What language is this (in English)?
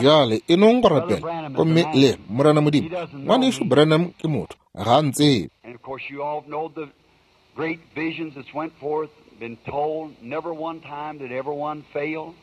Northern Sotho